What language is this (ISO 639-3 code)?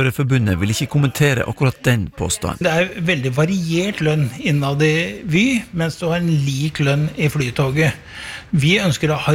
nor